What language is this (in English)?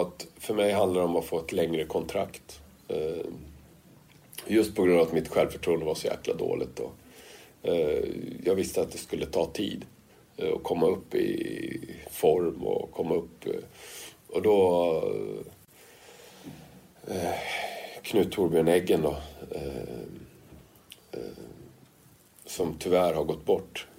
Swedish